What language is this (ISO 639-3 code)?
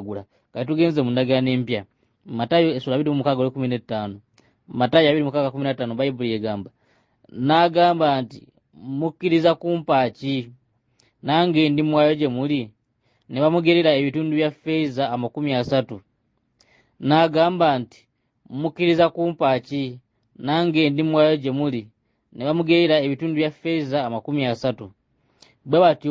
lug